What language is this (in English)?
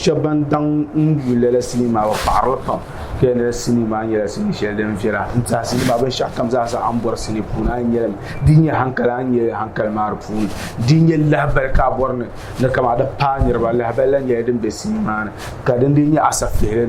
Dagbani